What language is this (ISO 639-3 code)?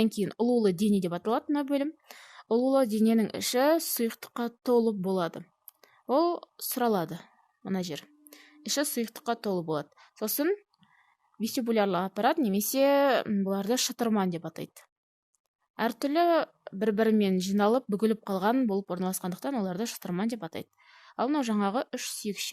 kaz